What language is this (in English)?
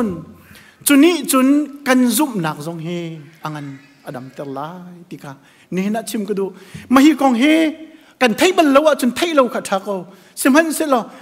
Hakha Chin